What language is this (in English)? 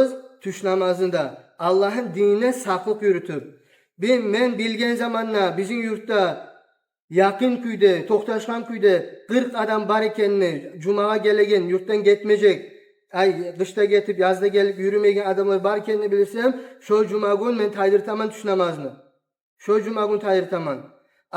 Kumyk